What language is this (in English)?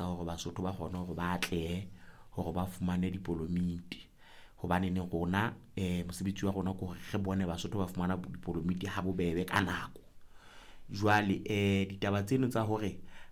Southern Sotho